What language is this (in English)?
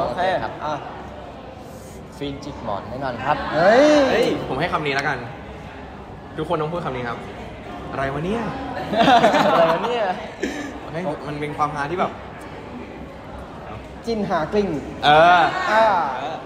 Thai